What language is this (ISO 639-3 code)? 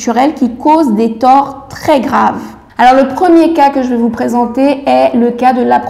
fra